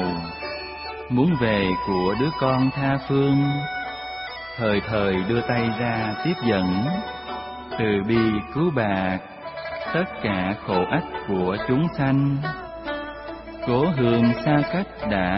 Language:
Vietnamese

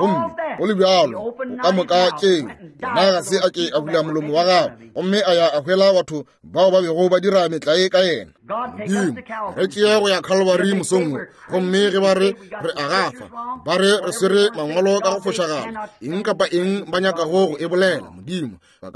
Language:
Northern Sotho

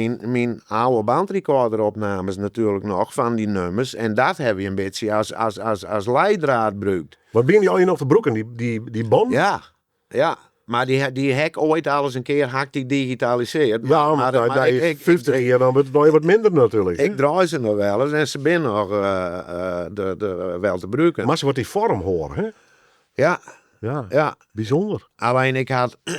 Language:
Western Frisian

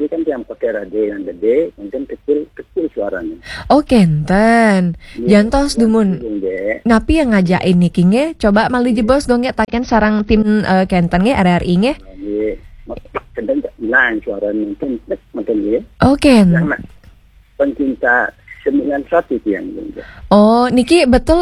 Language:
Balinese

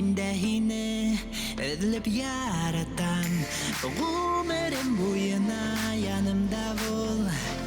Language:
Bashkir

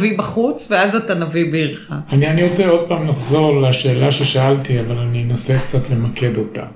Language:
Hebrew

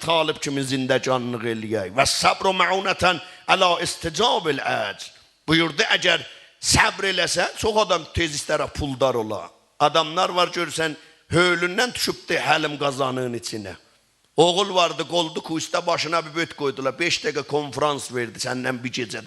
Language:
South Azerbaijani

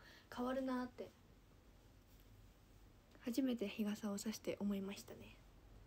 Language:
Japanese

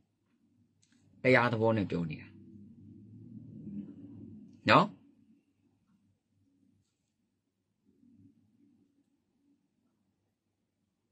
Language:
Burmese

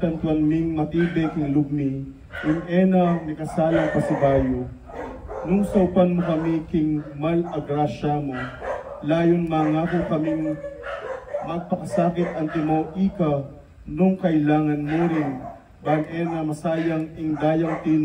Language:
Pampanga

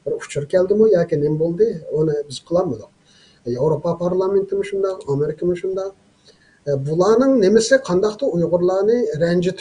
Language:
Uyghur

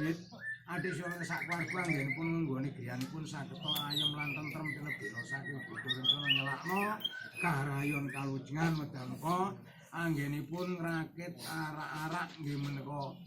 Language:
Javanese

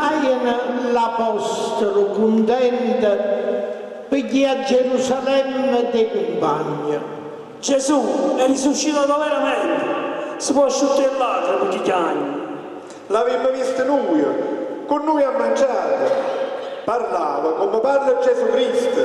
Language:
Neapolitan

